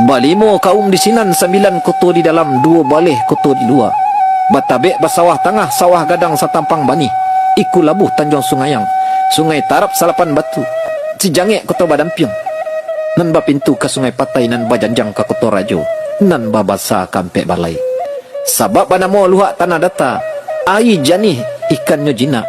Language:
Minangkabau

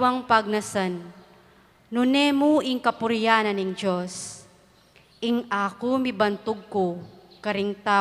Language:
Pampanga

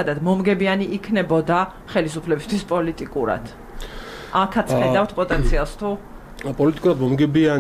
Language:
Georgian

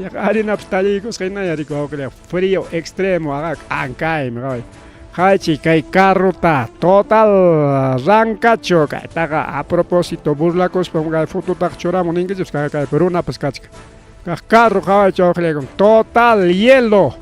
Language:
Ayacucho Quechua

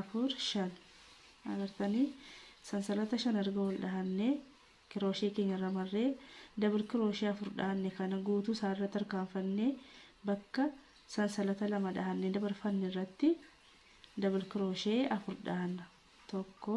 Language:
Oromo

